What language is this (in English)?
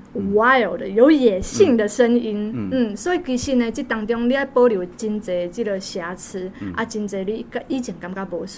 Min Nan Chinese